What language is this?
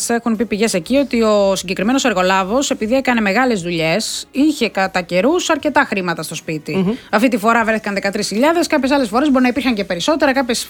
Greek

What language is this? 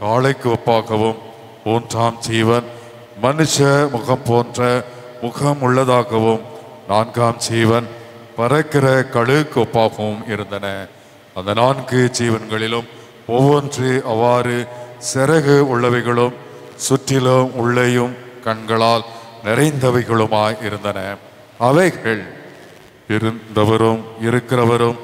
Tamil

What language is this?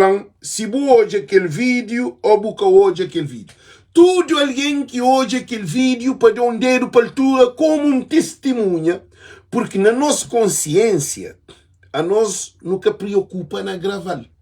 Kabuverdianu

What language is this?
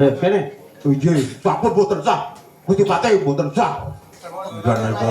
Javanese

